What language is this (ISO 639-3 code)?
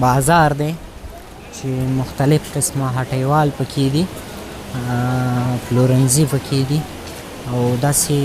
pus